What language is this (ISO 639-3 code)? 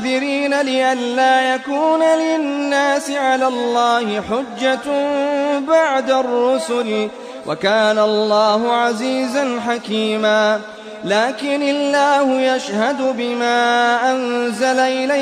ara